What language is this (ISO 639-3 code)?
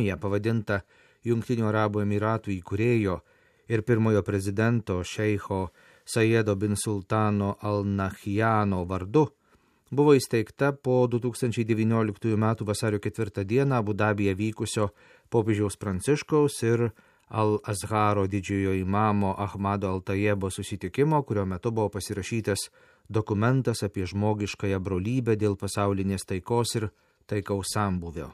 lit